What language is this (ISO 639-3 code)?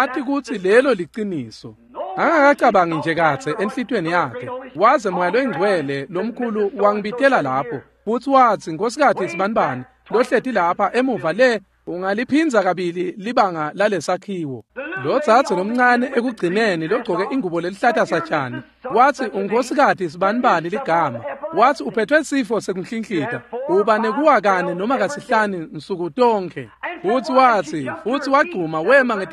ssw